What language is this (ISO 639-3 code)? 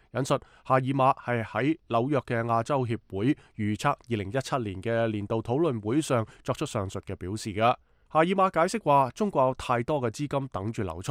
yue